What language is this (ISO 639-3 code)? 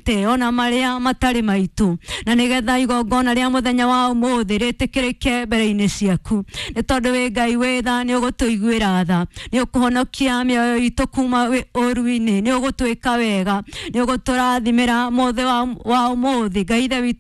kik